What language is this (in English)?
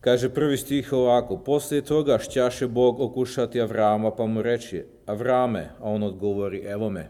Serbian